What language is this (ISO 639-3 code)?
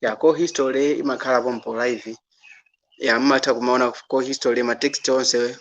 nya